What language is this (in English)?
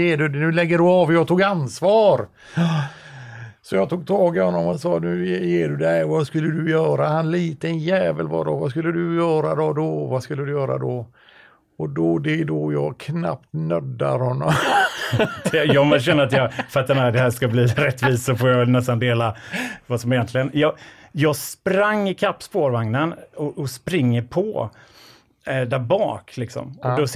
Swedish